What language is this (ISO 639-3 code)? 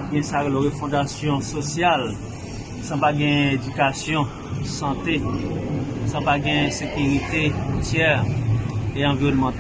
hat